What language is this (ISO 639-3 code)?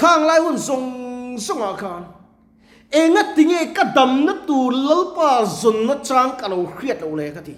lus